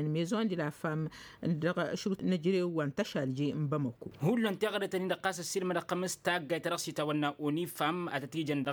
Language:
Tamasheq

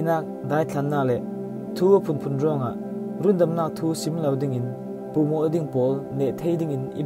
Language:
Falam Chin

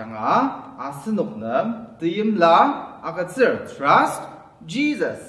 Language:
Ao Naga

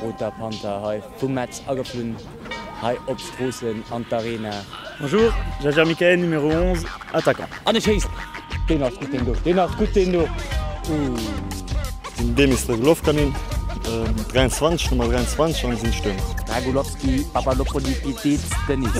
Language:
Luxembourgish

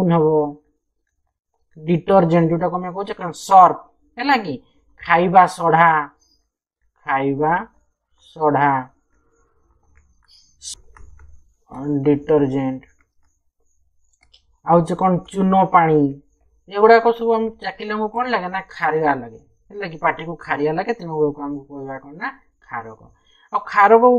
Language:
Odia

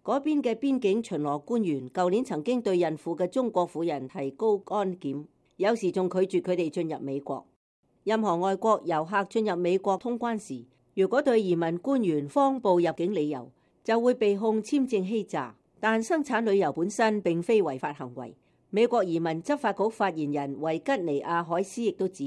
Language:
Cantonese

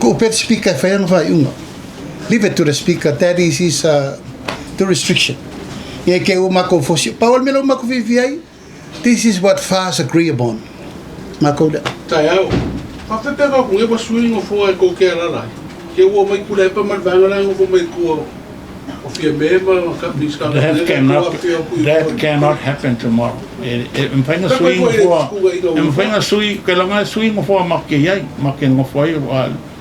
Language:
Samoan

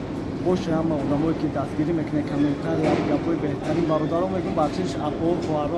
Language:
Tajik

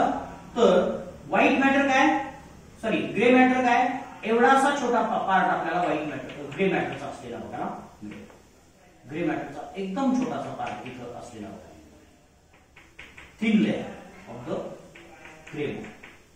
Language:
Marathi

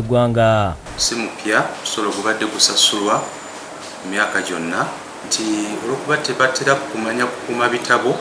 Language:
Ganda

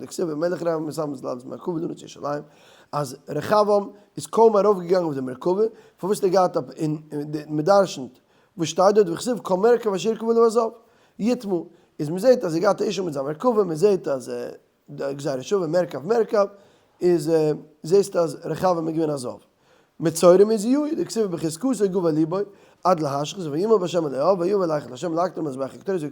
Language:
Yiddish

